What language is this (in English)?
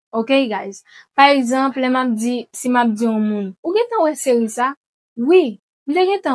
Haitian Creole